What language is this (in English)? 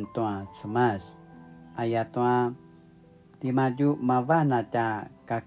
Paiwan